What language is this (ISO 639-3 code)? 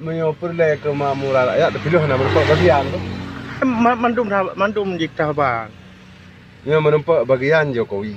ace